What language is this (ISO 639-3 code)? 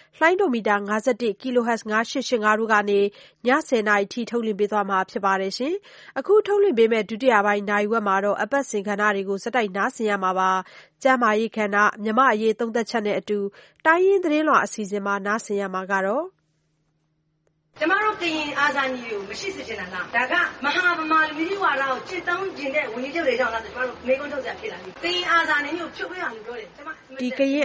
mya